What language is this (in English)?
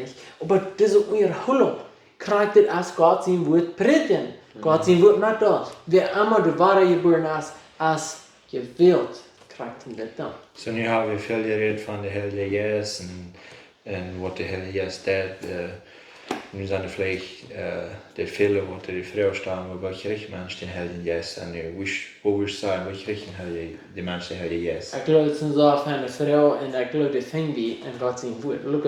Plautdietsch